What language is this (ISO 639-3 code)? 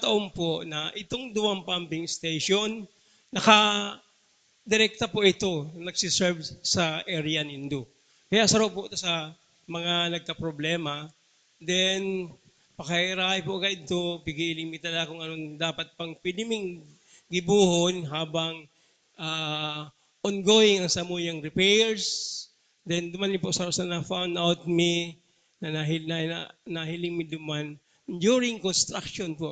bik